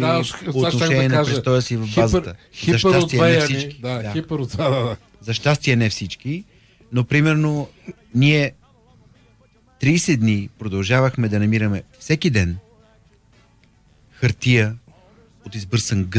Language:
Bulgarian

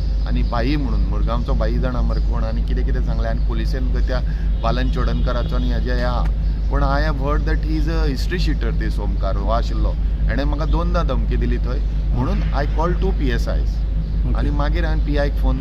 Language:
Konkani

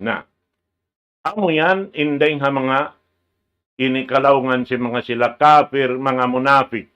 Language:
Tausug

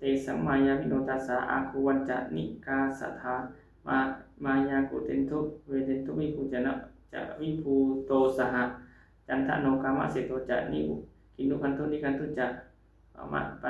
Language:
Pali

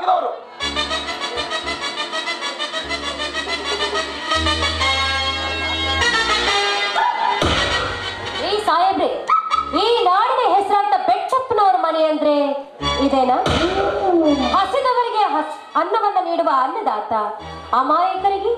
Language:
Kannada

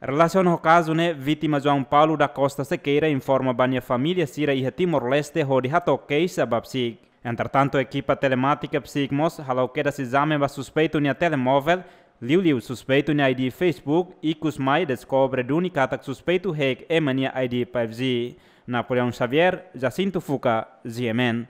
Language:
Tetum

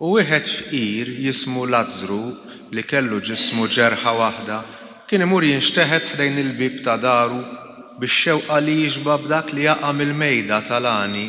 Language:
Maltese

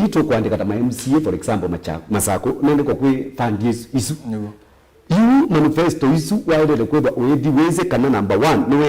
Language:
Kamba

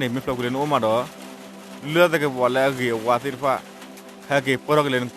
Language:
S'gaw Karen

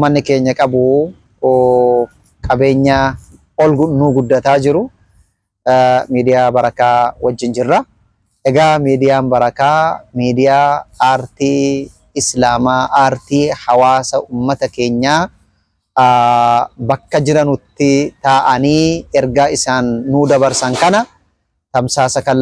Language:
Oromo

